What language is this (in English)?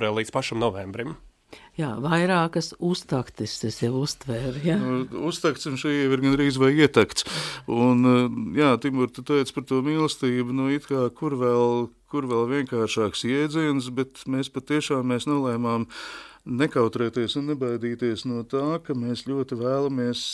Latvian